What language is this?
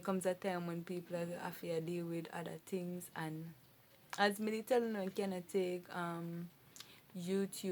Jamaican Creole English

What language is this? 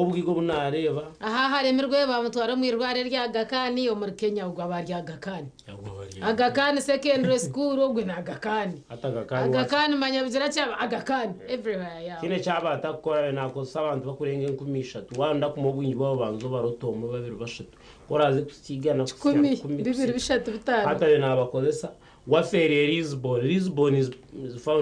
Nyankole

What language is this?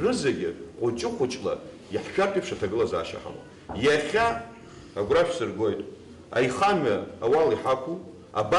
Abkhazian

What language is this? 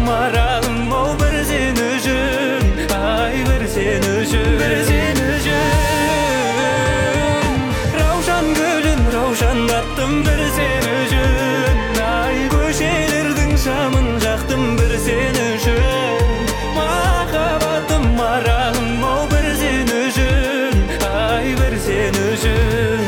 Kazakh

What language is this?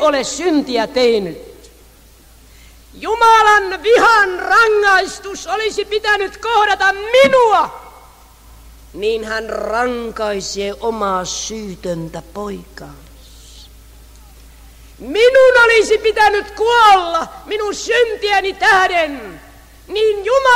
Finnish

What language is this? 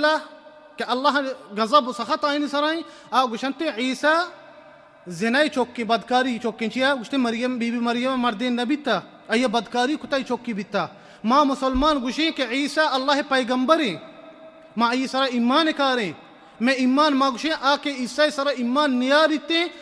Baluchi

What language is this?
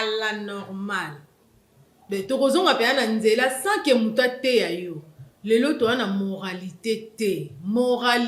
Lingala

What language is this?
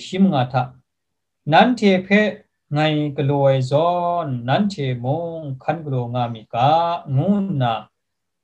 Kachin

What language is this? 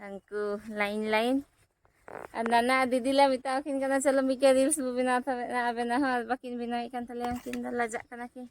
Santali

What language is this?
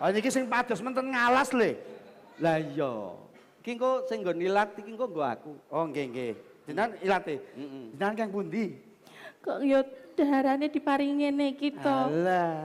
Javanese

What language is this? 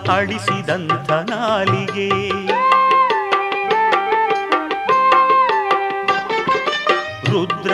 Kannada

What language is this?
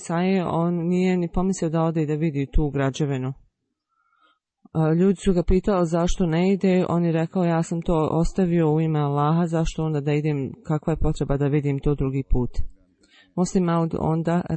Bosnian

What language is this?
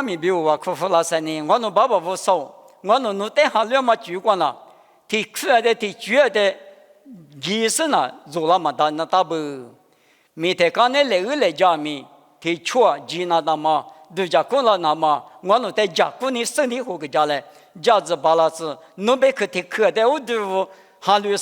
Lisu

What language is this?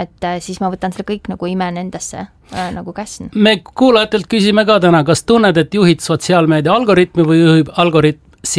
Estonian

